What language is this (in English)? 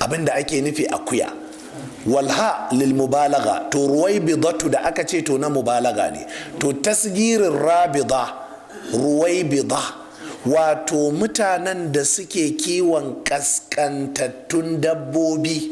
Hausa